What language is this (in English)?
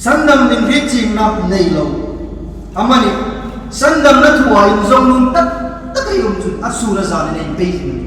Hmar